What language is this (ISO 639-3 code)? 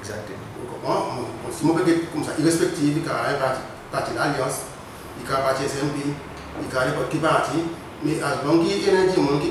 crs